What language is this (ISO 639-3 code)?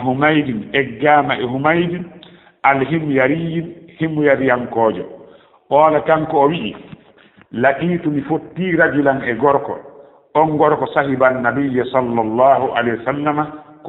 ful